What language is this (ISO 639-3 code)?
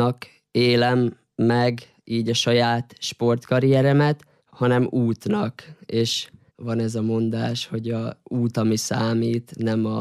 hun